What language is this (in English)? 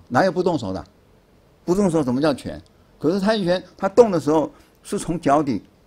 Chinese